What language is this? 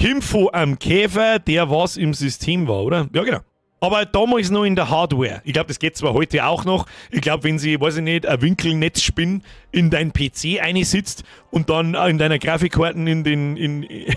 Bavarian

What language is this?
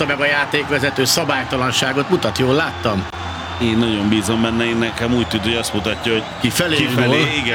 Hungarian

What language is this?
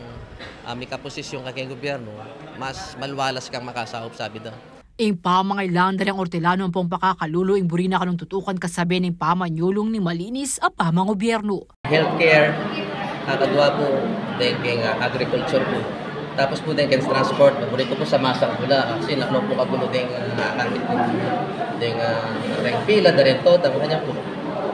Pampanga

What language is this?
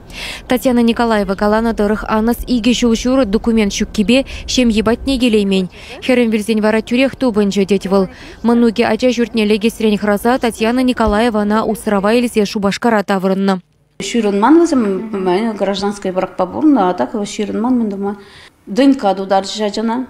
Chuvash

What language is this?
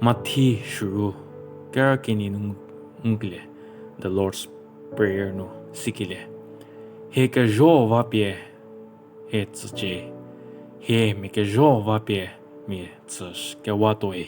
Angami Naga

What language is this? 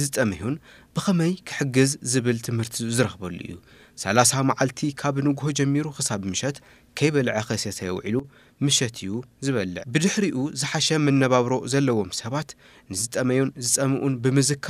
Tigrinya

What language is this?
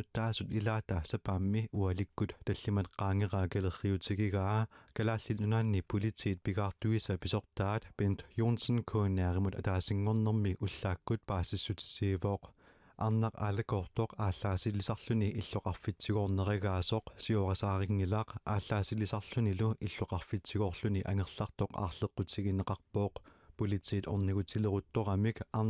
Kalaallisut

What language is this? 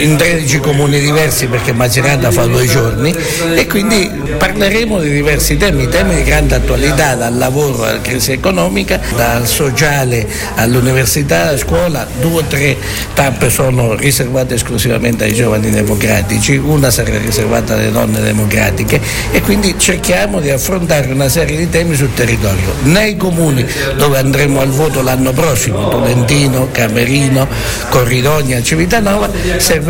Italian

